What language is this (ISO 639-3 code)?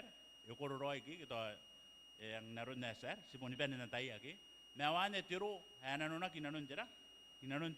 gil